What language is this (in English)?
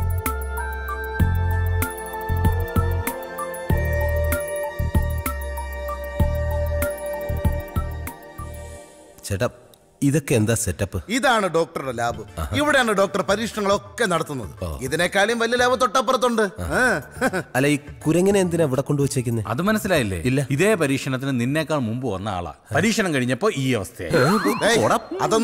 Malayalam